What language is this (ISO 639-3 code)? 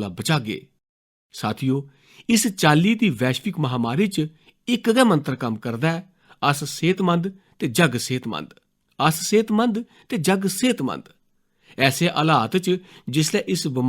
doi